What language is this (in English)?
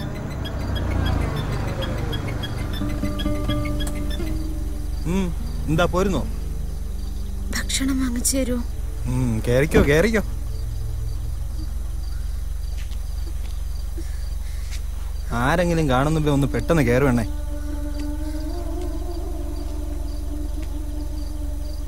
Malayalam